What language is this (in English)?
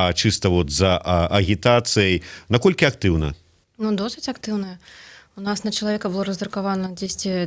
Belarusian